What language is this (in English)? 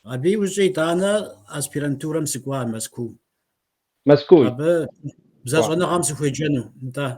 Kabardian